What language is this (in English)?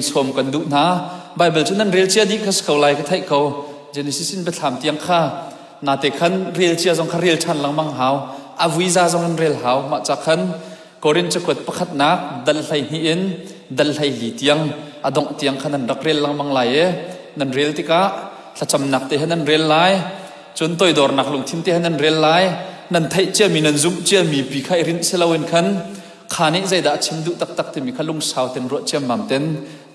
Hakha Chin